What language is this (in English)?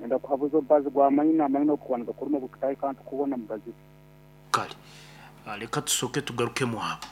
Nyankole